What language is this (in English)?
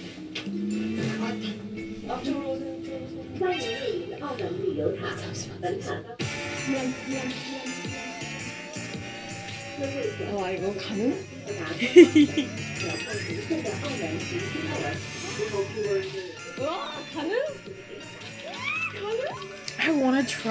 Korean